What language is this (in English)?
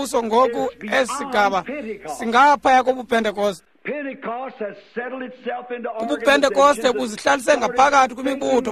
Xhosa